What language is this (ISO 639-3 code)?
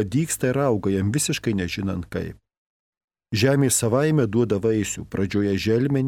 lit